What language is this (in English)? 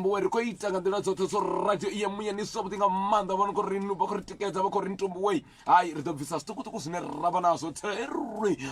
Venda